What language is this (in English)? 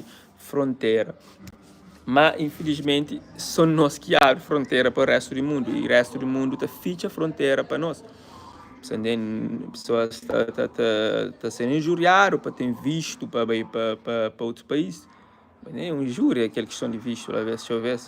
Kabuverdianu